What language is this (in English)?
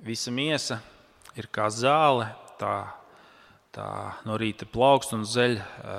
Latvian